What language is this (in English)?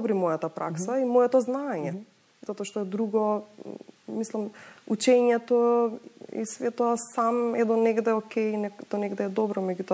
Macedonian